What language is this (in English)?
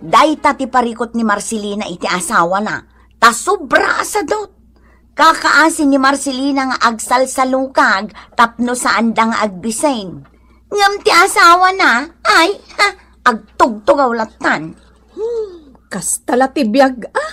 Iloko